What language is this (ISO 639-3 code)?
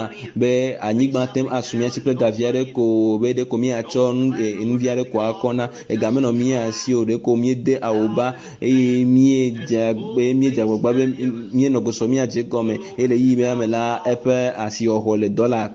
ewe